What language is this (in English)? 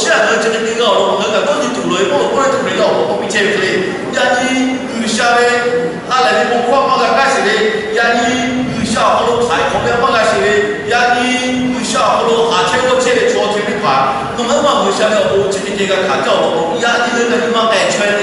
Lahu